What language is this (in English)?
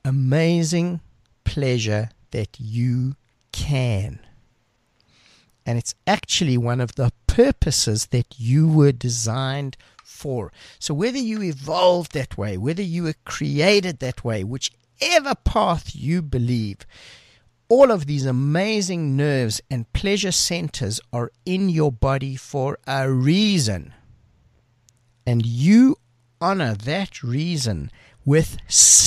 English